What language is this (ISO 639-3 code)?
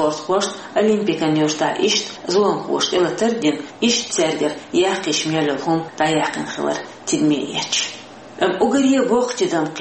che